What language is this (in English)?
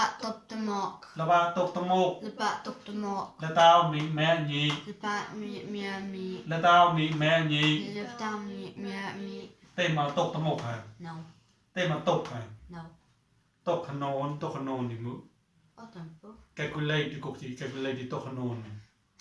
Mon